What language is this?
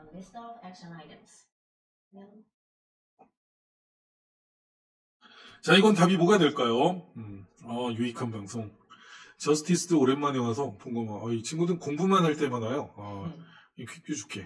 Korean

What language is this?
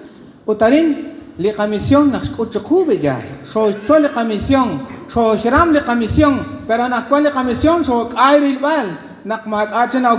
Kekchí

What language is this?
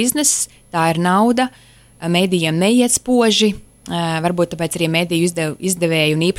Latvian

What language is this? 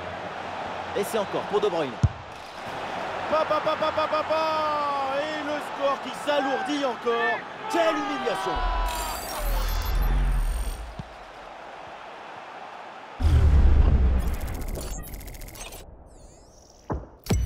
French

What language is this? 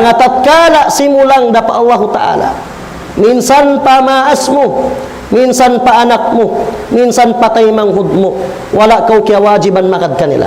Tausug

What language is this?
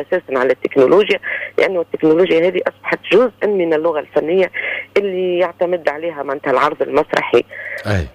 Tunisian Arabic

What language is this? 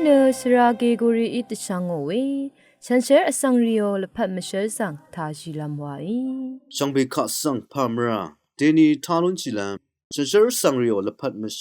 Rawang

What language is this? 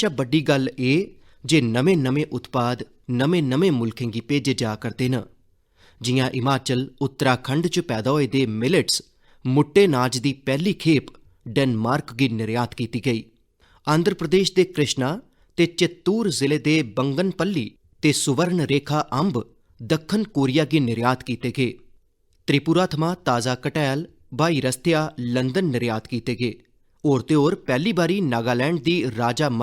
Dogri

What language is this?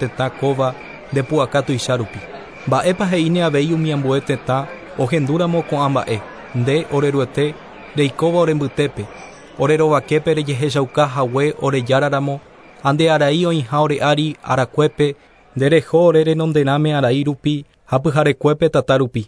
Guarani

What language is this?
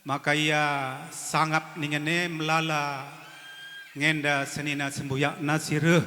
Batak Karo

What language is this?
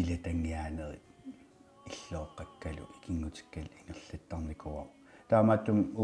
Kalaallisut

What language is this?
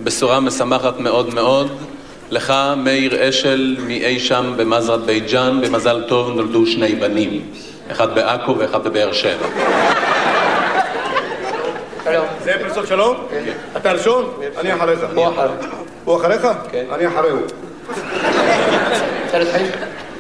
Hebrew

